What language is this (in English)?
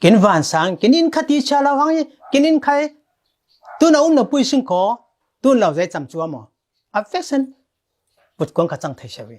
Falam Chin